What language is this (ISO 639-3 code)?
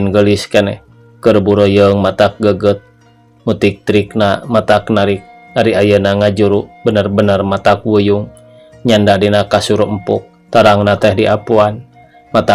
sun